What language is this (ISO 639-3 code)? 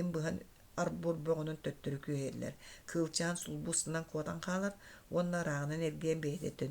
sah